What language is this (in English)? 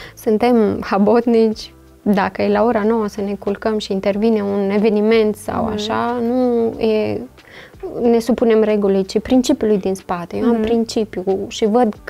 Romanian